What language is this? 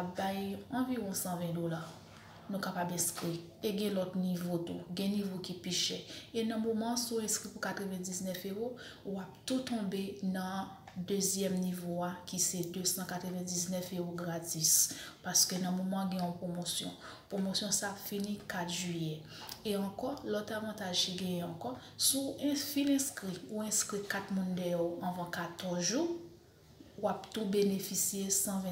Haitian Creole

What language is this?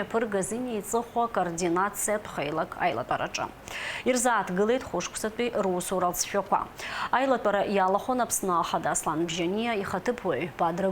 Abkhazian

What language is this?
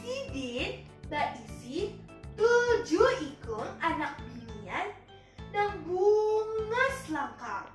Banjar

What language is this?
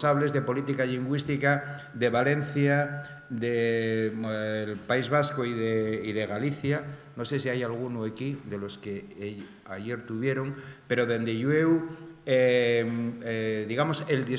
Asturian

